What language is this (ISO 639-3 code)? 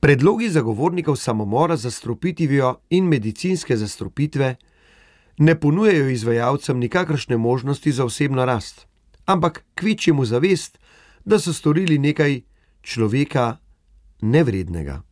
slv